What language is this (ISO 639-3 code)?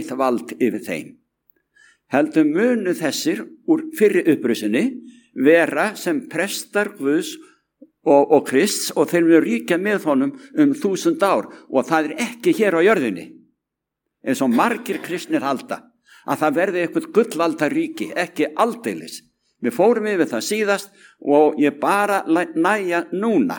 isl